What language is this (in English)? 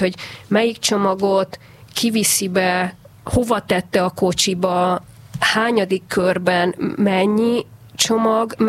Hungarian